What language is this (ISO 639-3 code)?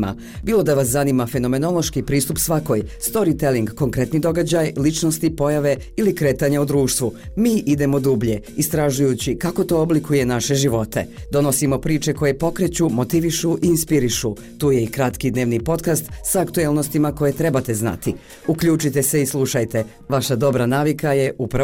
bos